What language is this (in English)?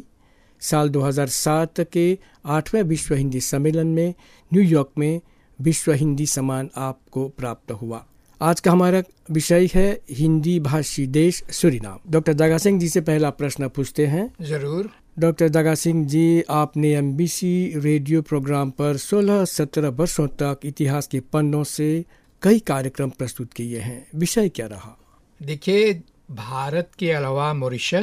Hindi